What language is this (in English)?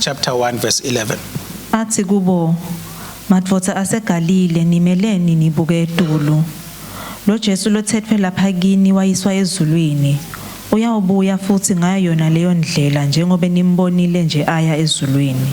Swati